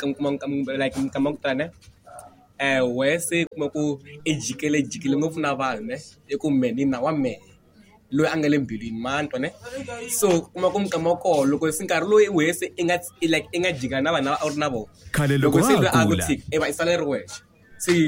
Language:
Tsonga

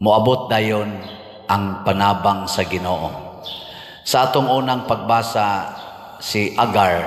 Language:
Cebuano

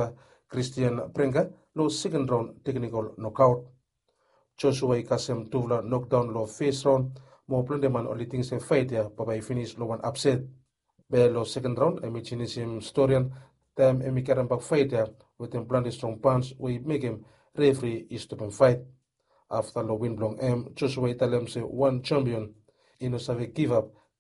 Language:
Bislama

